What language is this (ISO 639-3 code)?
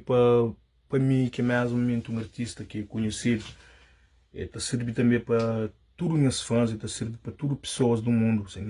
kea